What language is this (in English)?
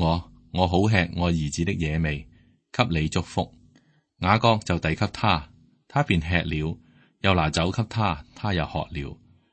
Cantonese